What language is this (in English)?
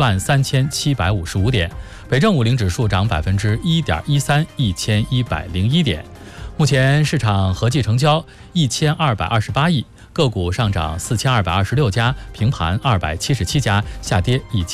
Chinese